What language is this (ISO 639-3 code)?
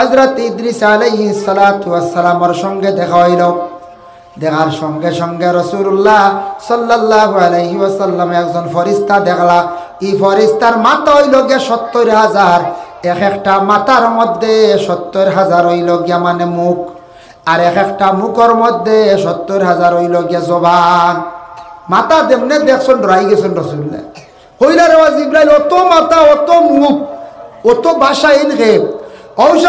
syl